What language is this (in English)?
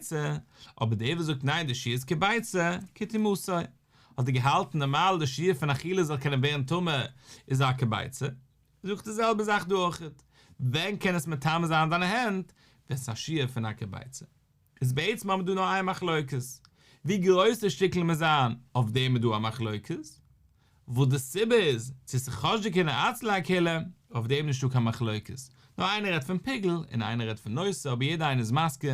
Yiddish